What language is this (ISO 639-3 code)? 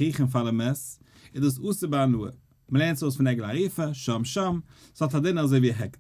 yid